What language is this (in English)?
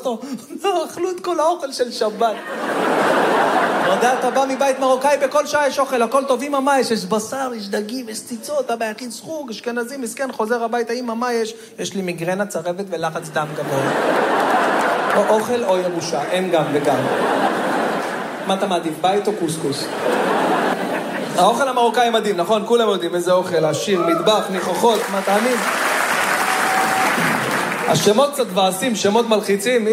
Hebrew